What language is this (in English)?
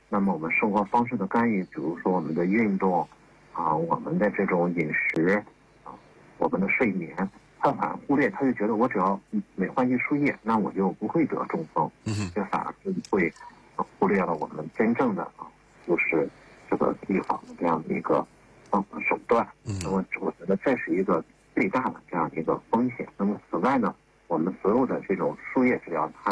Chinese